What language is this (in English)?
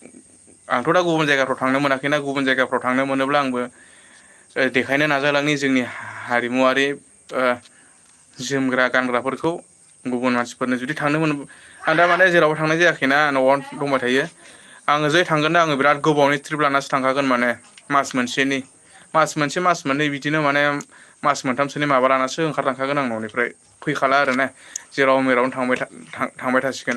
Bodo